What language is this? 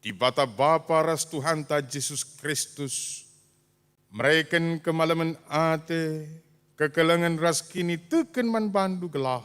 Batak Karo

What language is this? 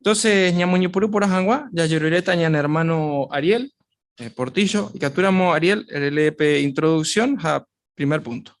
Guarani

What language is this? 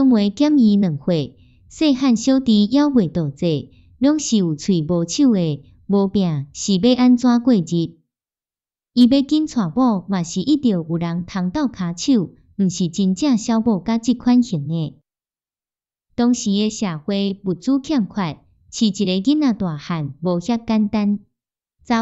Min Nan Chinese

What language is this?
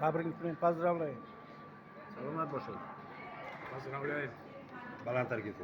Tajik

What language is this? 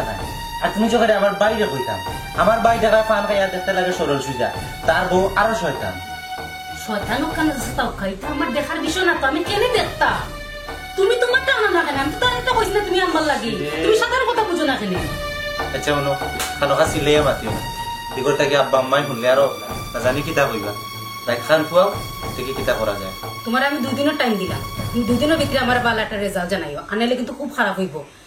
Sylheti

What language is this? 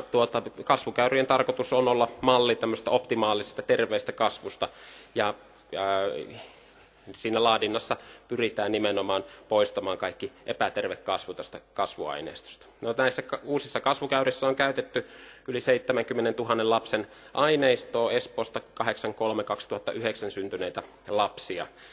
Finnish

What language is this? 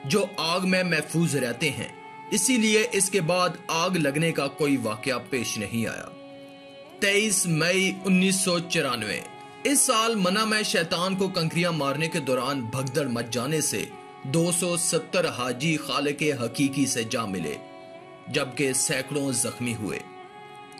Urdu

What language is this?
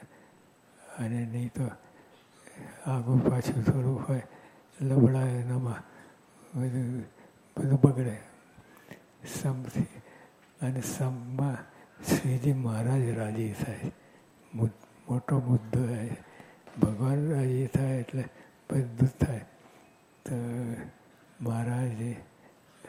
Gujarati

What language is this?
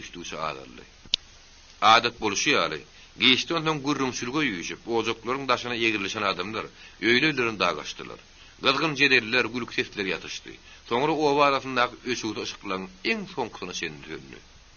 Turkmen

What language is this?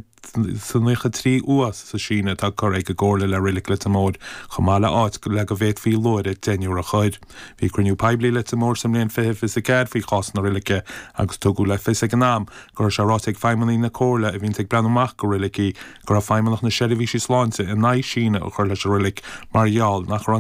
Irish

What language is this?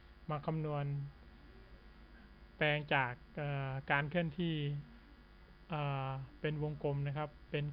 Thai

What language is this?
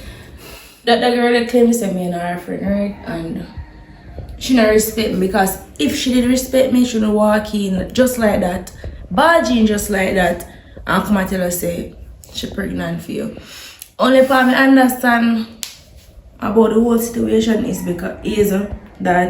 Jamaican Creole English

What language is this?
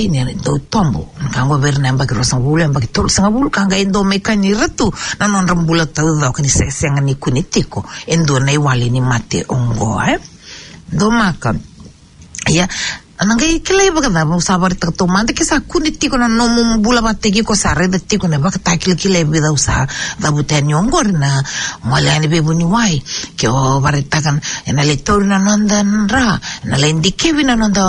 Fijian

